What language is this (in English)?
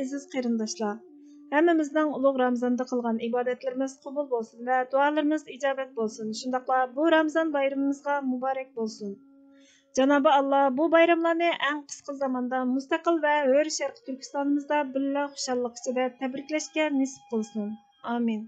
Uyghur